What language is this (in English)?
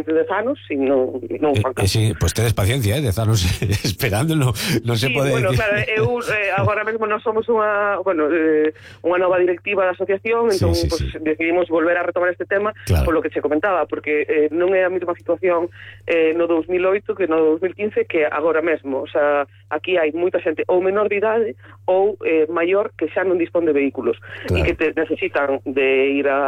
Galician